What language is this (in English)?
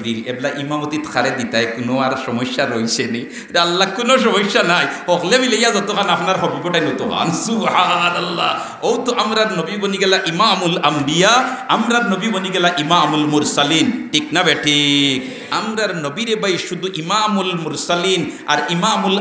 Sylheti